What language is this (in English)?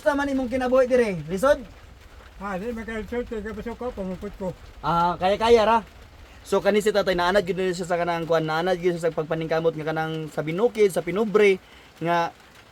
Cebuano